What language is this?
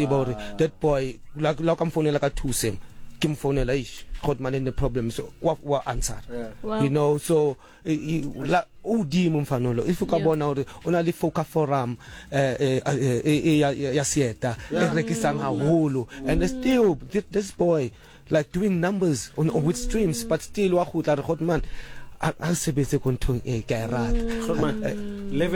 Southern Sotho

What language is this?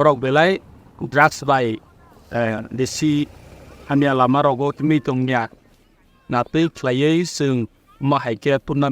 Kok Borok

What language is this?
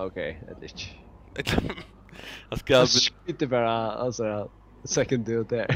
Faroese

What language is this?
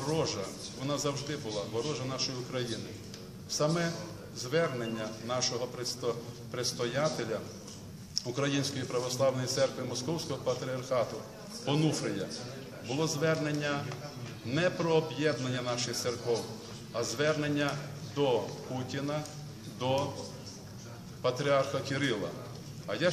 Ukrainian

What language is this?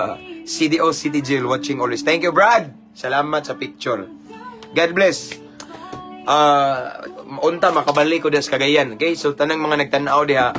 Cebuano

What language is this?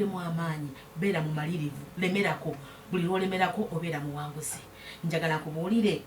Ganda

